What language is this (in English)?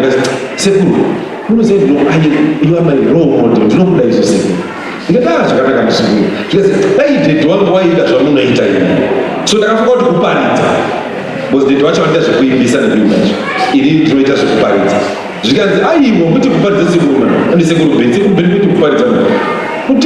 Shona